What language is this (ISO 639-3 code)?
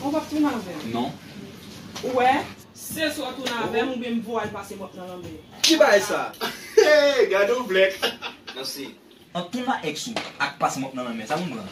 hat